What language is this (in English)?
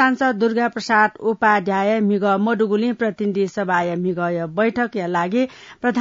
Newari